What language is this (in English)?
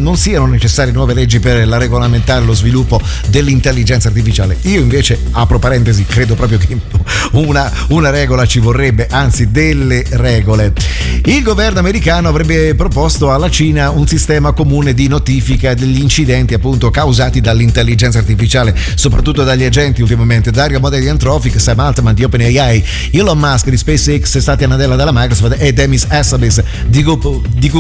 Italian